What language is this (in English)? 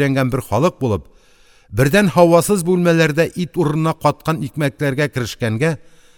Tatar